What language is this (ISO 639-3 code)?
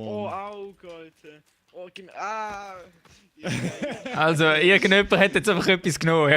gsw